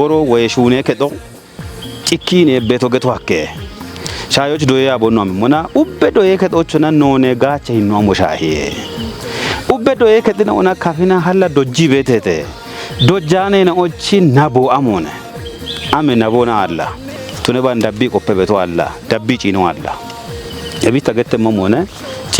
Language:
Kafa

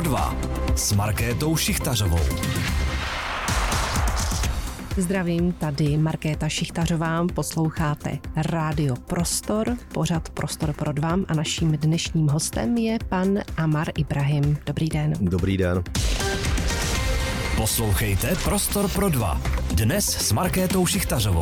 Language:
Czech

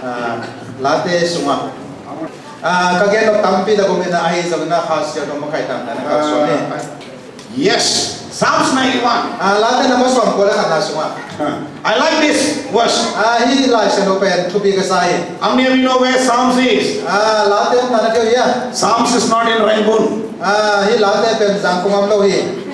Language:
Tedim Chin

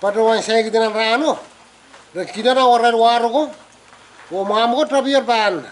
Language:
Pohnpeian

